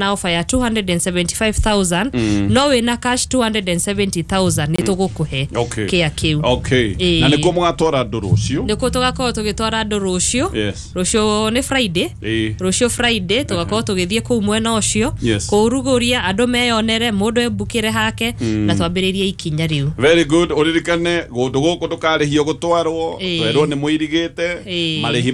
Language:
Kikuyu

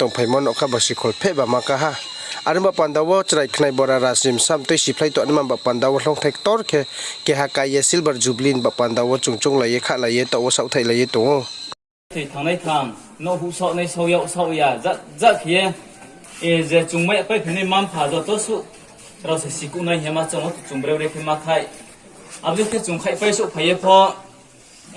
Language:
Riang (India)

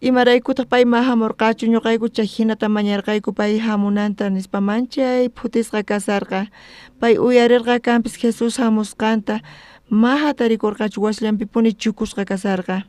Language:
South Bolivian Quechua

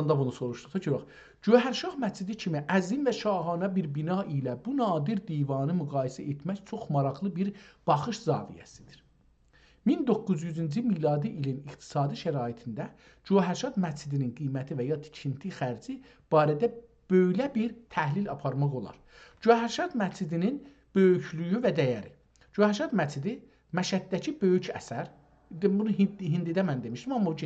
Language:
South Azerbaijani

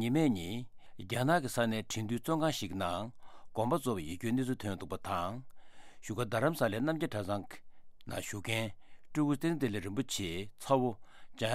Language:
Tibetan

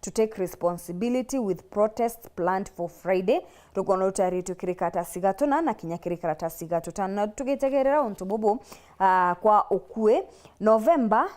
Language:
Meru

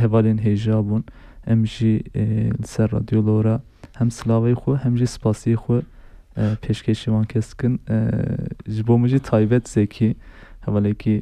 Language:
Kurdish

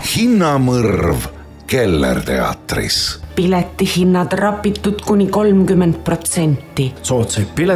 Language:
Estonian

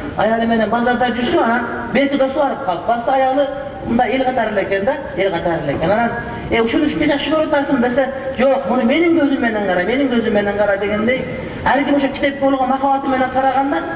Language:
Kyrgyz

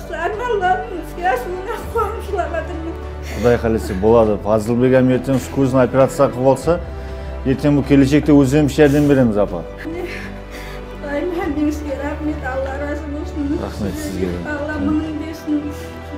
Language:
Kara-Kalpak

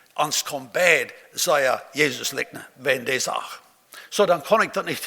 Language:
Plautdietsch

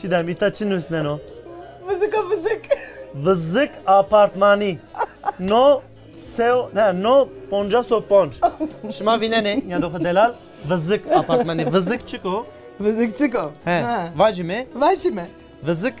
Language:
Zaza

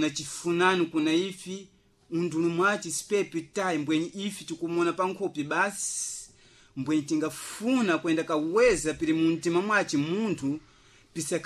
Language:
Sena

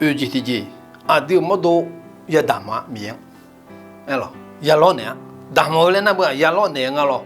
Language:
Akha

